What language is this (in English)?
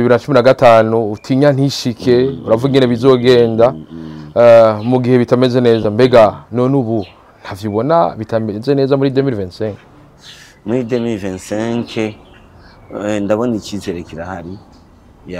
Rundi